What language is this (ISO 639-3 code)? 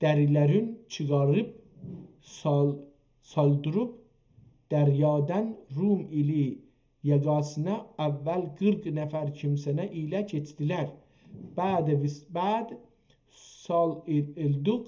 azb